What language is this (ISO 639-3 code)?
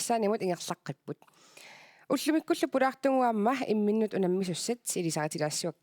kal